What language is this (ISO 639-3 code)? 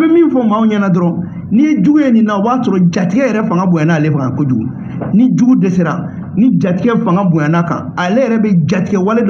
bam